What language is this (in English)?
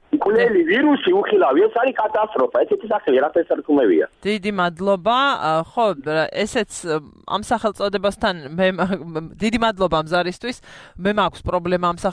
Georgian